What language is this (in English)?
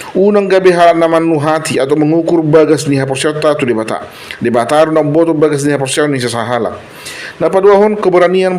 Batak Toba